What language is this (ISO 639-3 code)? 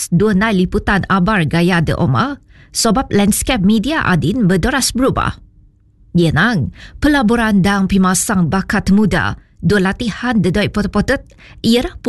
msa